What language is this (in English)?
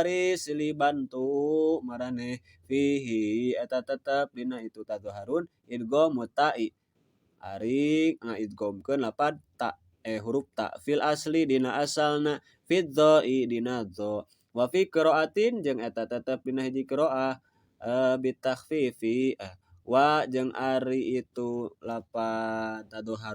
Sundanese